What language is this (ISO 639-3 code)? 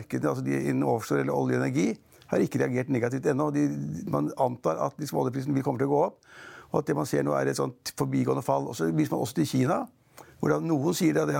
nor